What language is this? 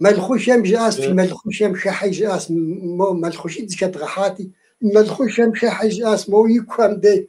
Kabardian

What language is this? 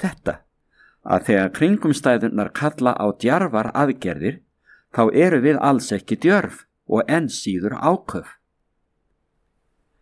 Icelandic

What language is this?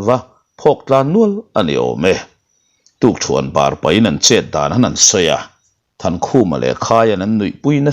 Mizo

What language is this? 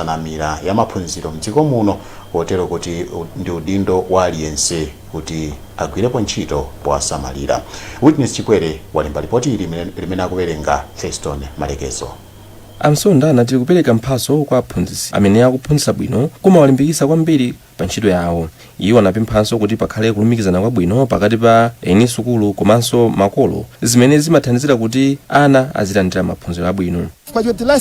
Nyanja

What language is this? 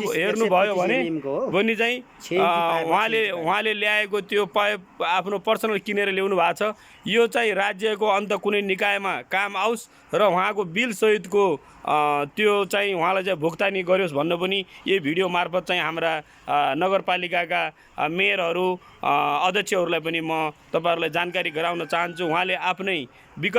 Nepali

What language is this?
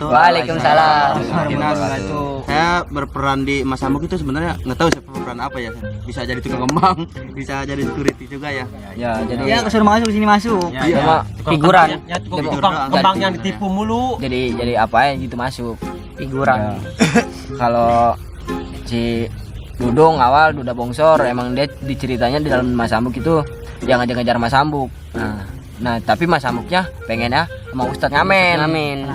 Betawi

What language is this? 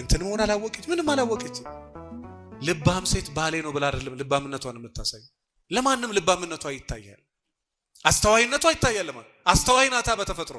Amharic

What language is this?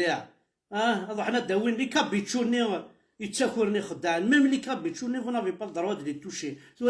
Kabyle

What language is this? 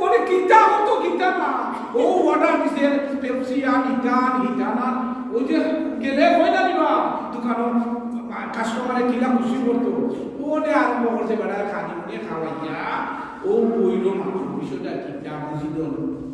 Sylheti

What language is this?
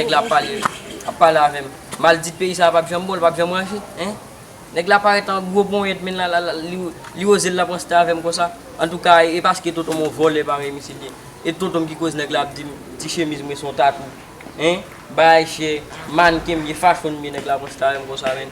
Haitian Creole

